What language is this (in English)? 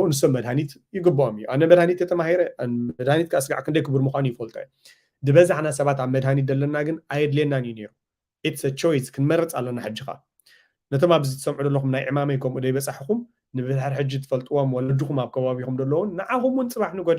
Tigrinya